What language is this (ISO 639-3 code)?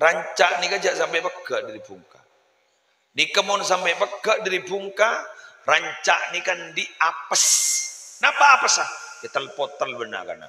mad